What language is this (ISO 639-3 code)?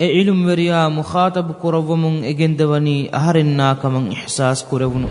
div